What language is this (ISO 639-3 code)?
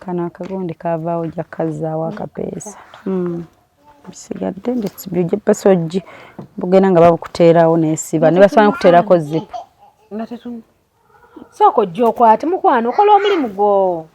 lug